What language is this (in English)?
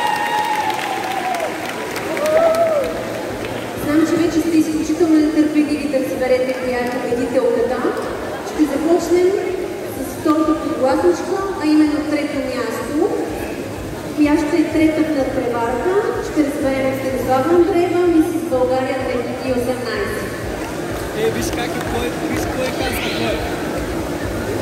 Bulgarian